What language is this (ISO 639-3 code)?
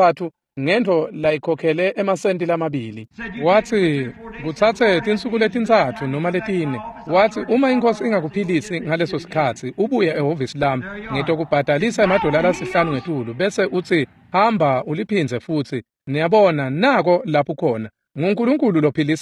ssw